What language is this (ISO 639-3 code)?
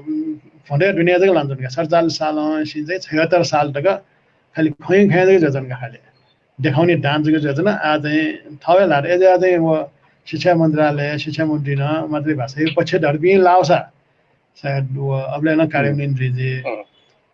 new